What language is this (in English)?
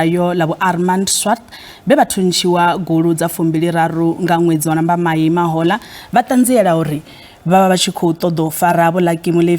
Venda